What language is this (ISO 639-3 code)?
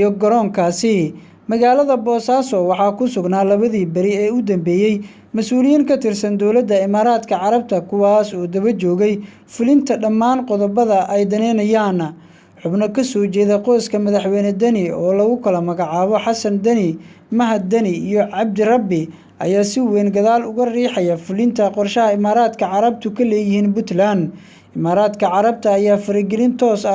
som